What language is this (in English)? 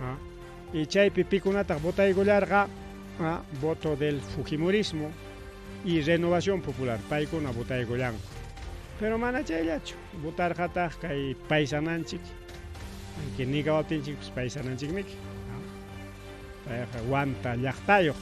Ayacucho Quechua